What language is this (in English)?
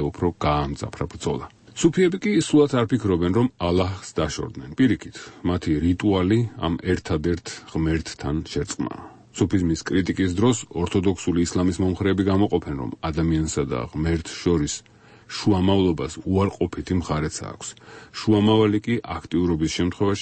Georgian